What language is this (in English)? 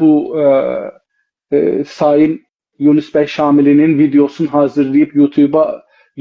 South Azerbaijani